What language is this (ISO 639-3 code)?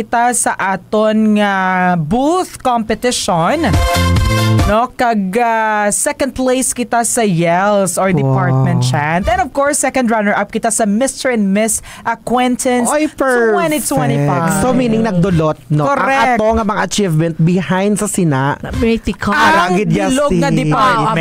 hil